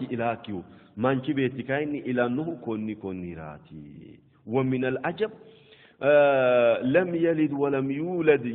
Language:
Sidamo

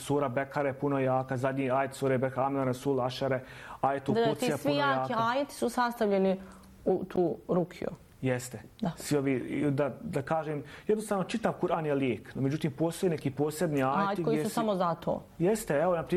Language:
Bosnian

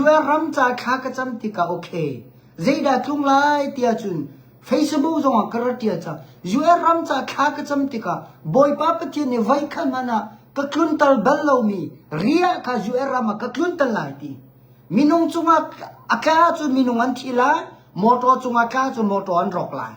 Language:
Hakha Chin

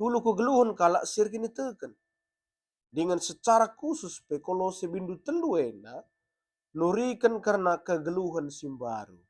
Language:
Batak Karo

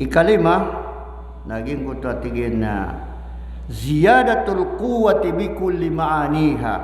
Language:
Maranao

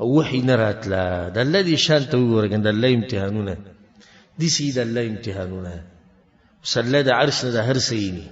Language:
Pashto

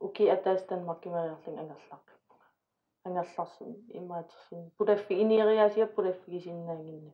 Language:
Kalaallisut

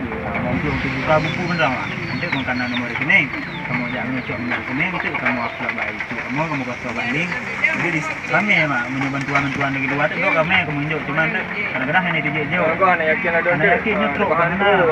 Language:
Achinese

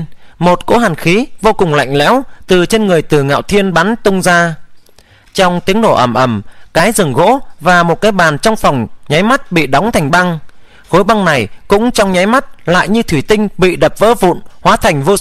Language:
Vietnamese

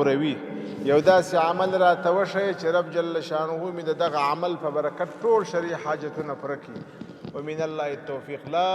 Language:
Pashto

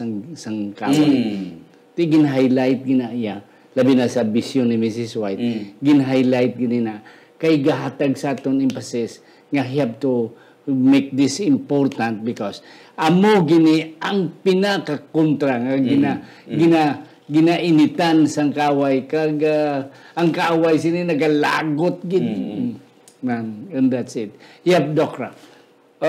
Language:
Hiligaynon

